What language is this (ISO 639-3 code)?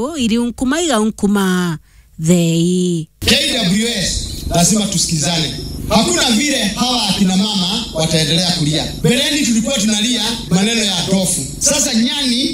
mer